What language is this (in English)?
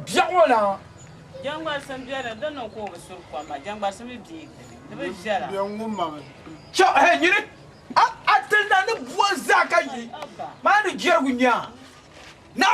Dagbani